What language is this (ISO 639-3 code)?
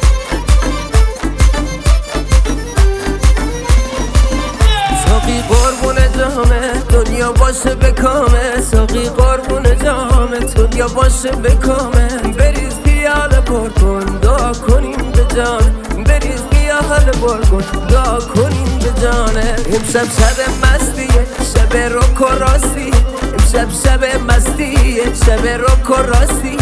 fas